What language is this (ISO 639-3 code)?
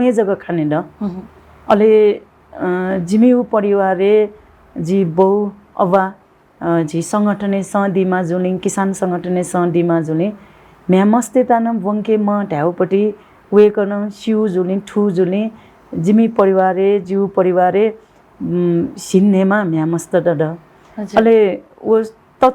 new